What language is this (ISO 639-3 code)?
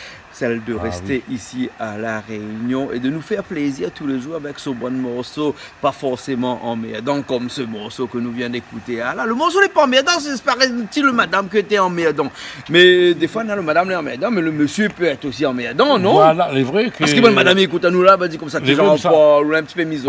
rcf